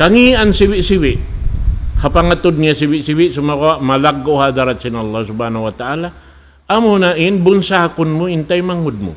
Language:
Tausug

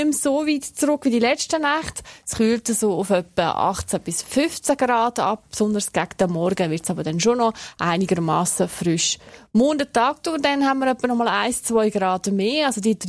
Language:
German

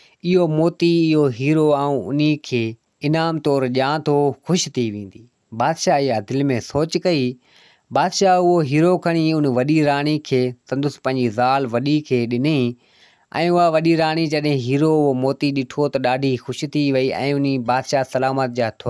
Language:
Sindhi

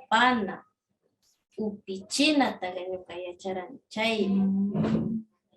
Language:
Northern Pastaza Quichua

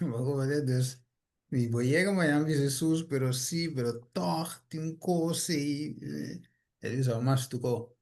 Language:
Papiamento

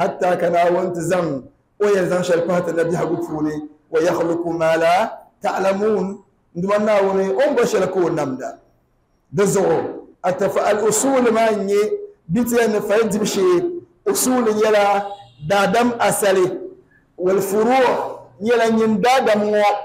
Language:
Dagbani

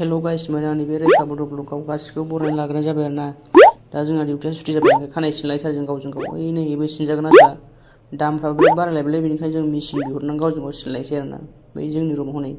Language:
Bodo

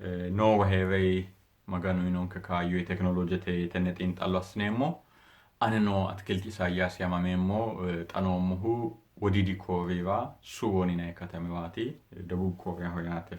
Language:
Sidamo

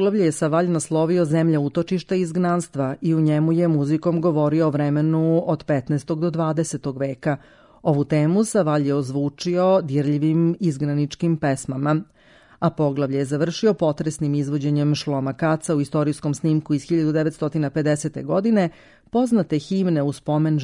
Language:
Serbian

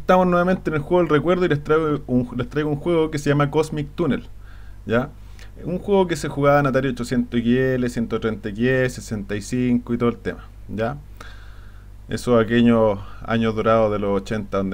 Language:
Spanish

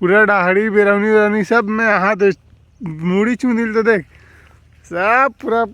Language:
Chhattisgarhi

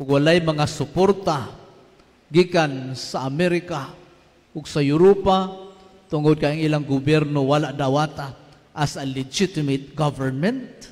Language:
Cebuano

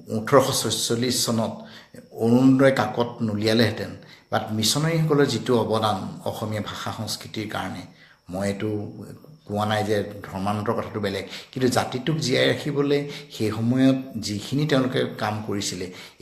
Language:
Assamese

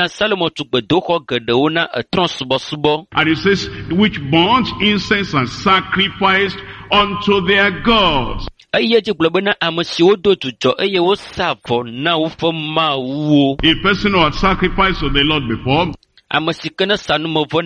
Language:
Ewe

